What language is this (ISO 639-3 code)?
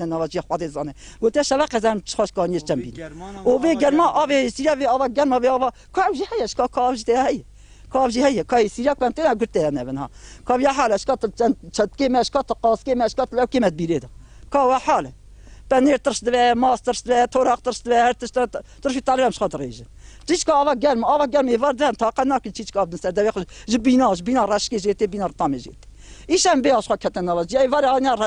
kur